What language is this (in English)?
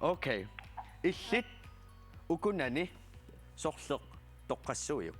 Kalaallisut